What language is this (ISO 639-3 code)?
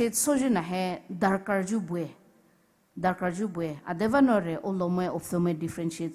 pmx